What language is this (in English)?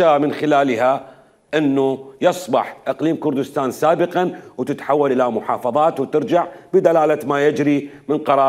Mesopotamian Arabic